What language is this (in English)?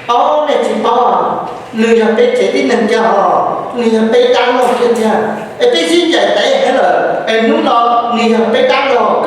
Hmong